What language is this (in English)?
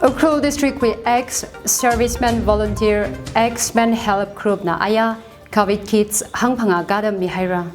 Tangkhul Naga (India)